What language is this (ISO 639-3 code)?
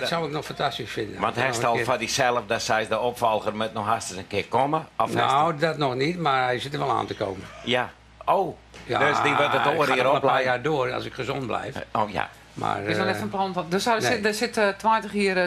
fry